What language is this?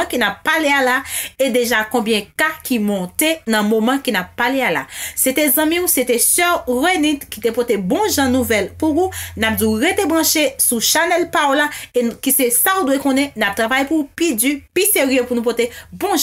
Haitian Creole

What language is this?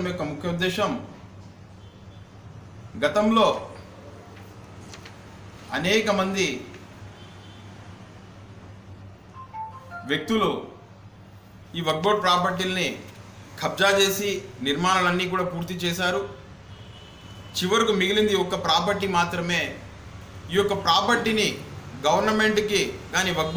Telugu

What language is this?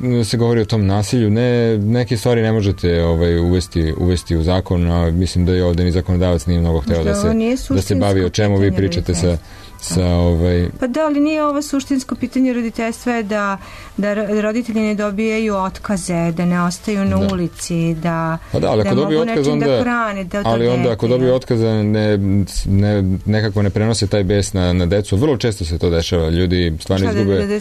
Serbian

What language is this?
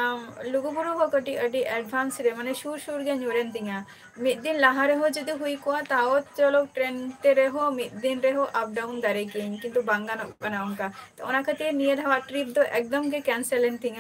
Santali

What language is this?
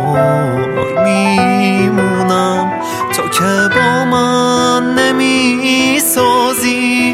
Persian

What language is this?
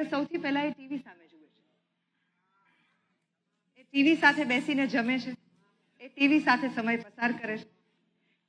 Gujarati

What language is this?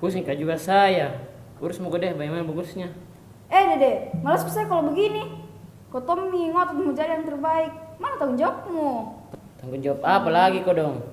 Makassar Malay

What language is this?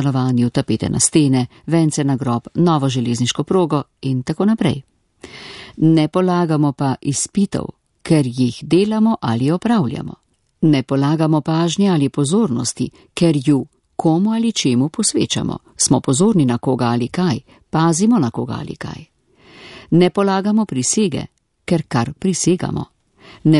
Slovenian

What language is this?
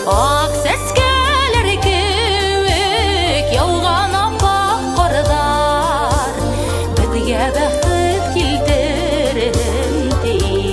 Bashkir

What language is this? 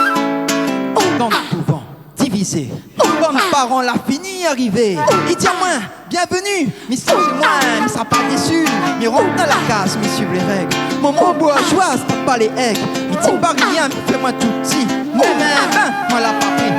Réunion Creole French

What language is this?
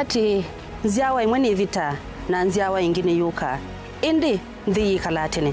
Kamba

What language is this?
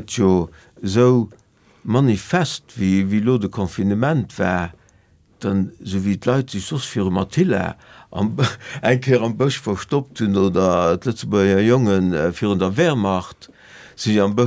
Luxembourgish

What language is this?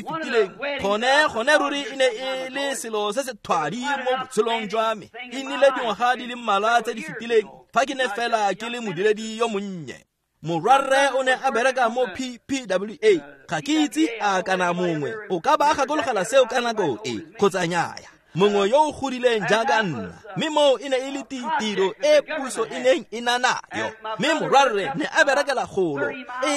Tswana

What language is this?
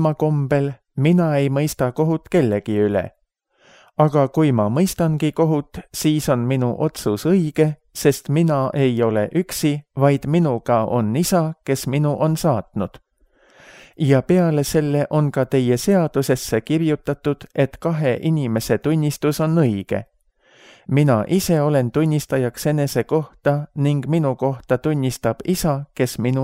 Estonian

